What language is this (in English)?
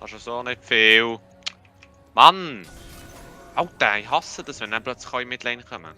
Swiss German